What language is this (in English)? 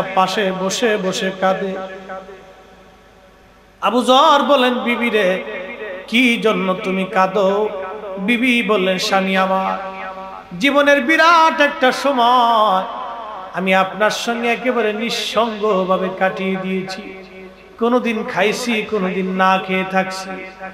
Bangla